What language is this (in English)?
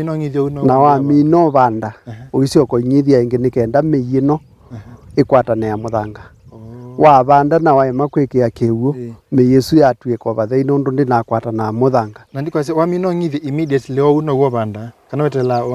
Kamba